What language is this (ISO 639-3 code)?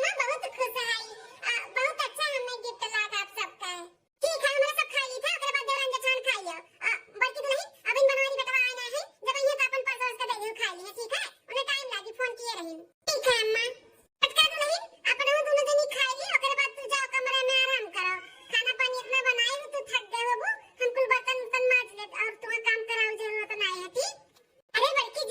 awa